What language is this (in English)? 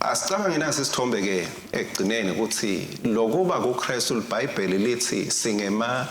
Swati